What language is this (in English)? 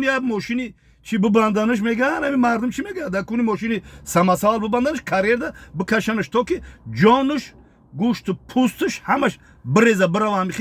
Tajik